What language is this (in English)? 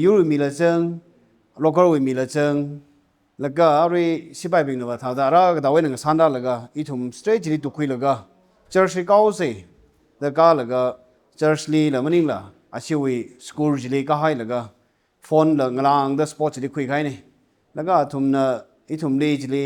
Tangkhul Naga (India)